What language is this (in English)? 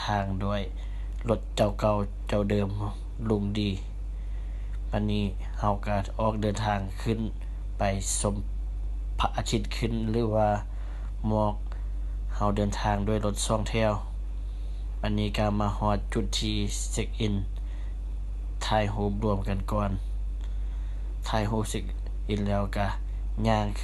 Lao